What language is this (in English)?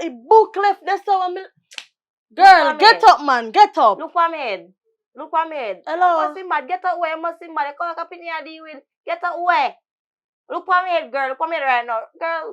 Jamaican Creole English